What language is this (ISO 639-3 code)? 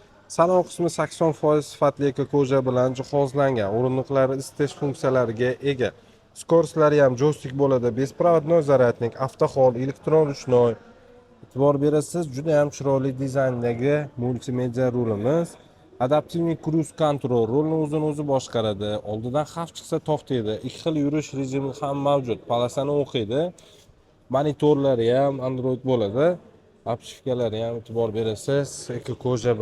uzb